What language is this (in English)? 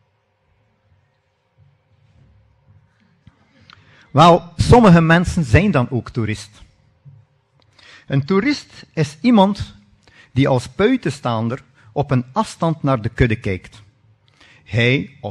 Dutch